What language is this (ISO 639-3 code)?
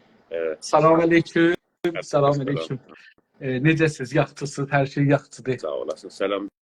azb